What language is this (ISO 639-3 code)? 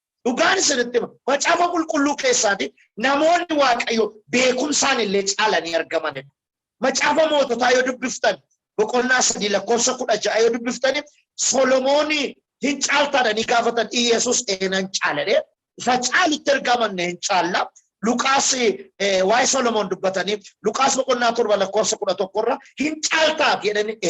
orm